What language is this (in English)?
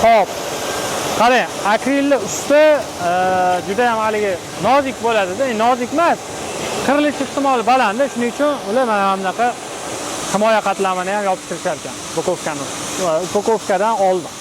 Uzbek